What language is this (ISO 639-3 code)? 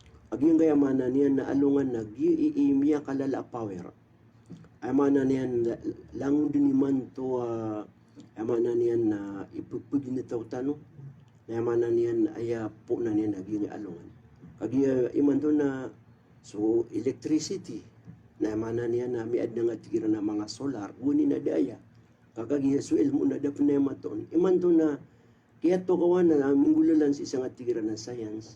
mrw